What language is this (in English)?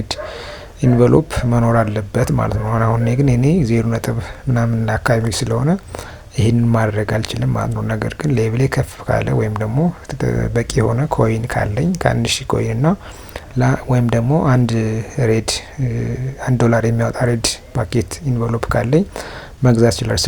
Amharic